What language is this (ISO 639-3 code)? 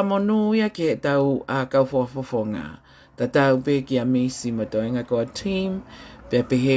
ton